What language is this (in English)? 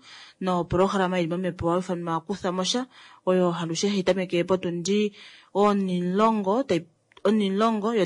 Kuanyama